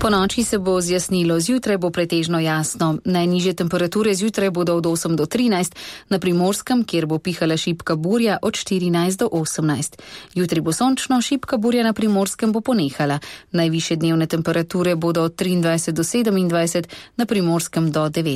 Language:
Slovenian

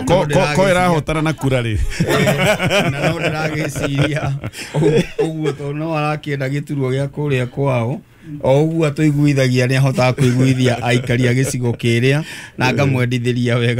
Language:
Kikuyu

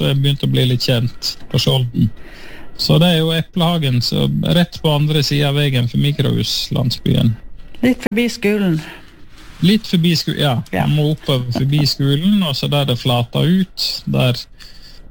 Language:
Norwegian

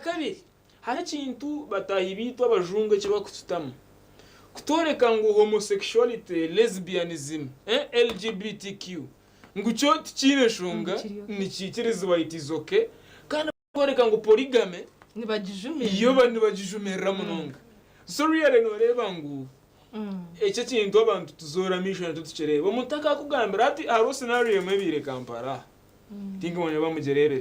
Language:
Nyankole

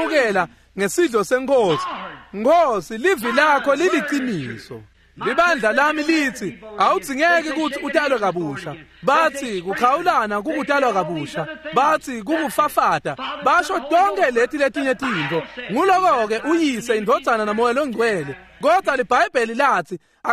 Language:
Swati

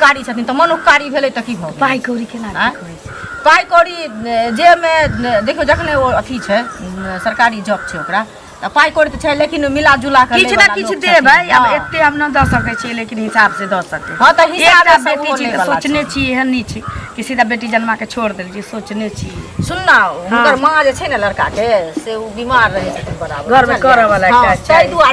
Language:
Maithili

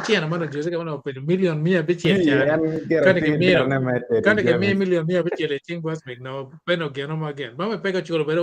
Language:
Acoli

